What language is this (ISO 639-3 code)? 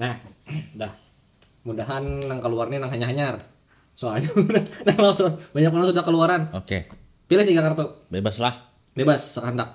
bjn